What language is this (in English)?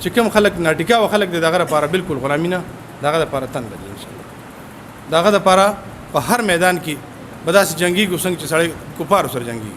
Pashto